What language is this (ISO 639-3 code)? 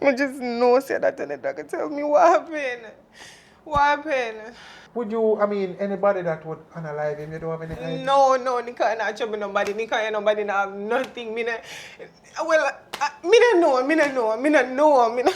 jam